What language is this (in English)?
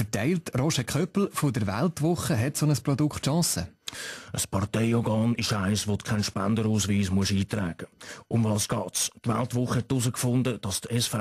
Swiss German